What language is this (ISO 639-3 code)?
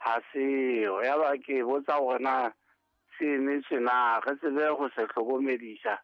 sot